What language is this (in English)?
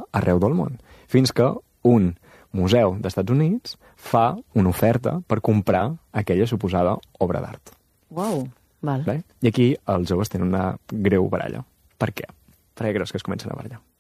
Catalan